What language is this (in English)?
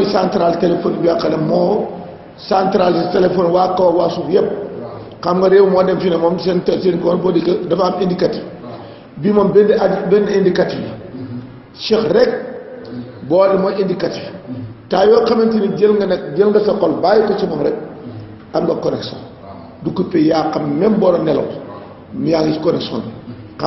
Wolof